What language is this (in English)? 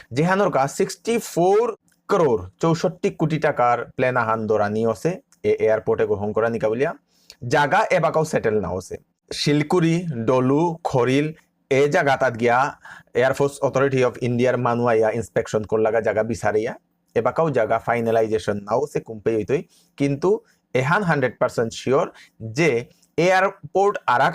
Bishnupriya